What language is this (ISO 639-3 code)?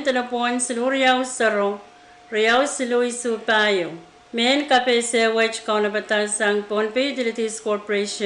pon